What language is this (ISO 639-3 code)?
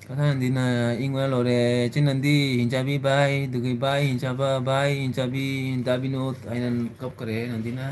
mni